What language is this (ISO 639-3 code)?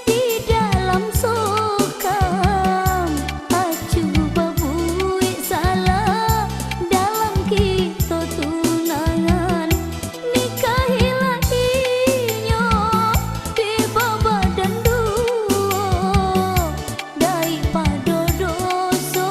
min